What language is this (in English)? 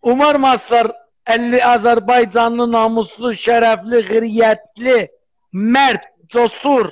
South Azerbaijani